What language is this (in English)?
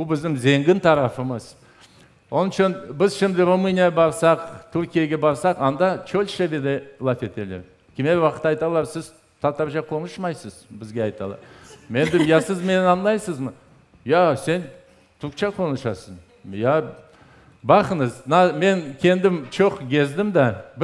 Crimean Tatar